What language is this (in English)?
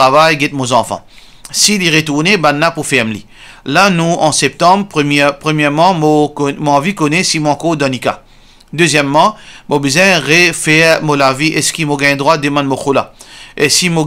Morisyen